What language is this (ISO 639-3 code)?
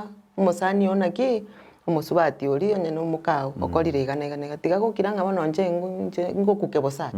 guz